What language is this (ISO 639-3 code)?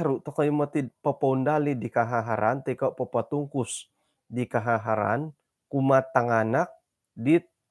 dtp